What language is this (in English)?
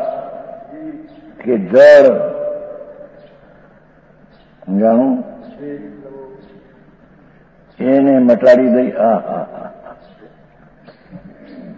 Gujarati